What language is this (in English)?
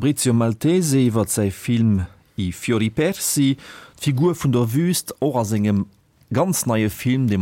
Luxembourgish